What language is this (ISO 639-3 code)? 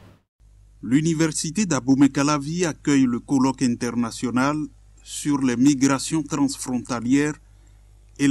fra